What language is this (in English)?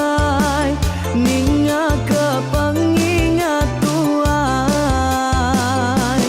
Iban